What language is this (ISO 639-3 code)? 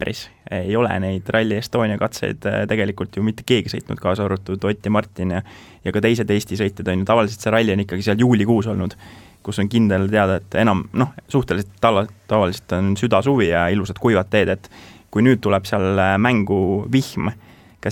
est